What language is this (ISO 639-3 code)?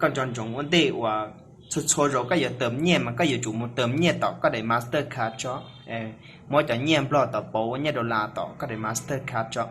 hmn